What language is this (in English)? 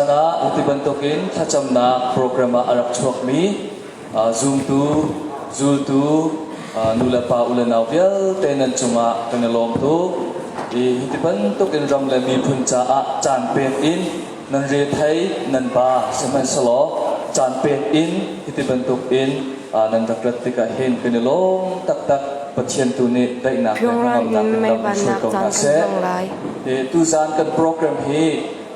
Hakha Chin